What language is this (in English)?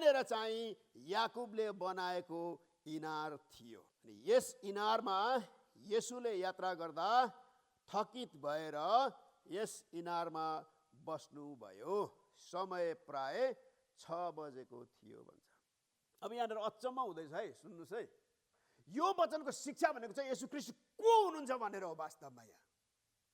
Nepali